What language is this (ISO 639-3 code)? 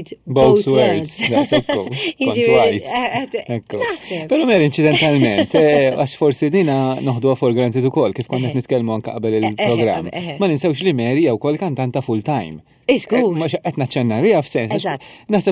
mlt